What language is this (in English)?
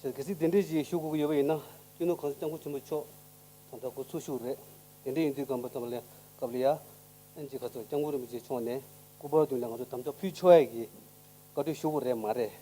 Tibetan